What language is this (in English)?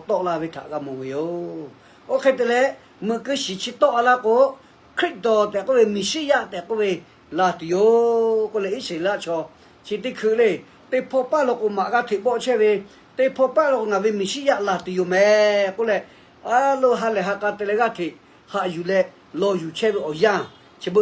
Lahu